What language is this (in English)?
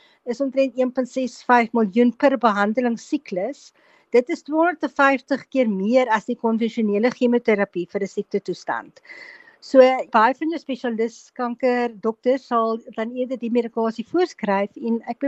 Afrikaans